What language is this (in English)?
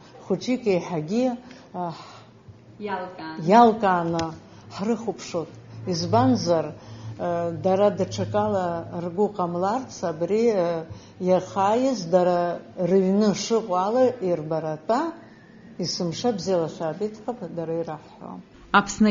Abkhazian